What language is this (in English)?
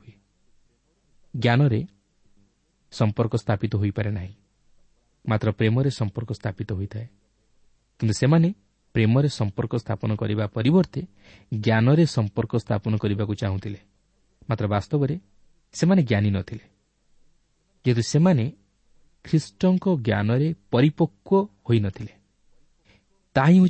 Odia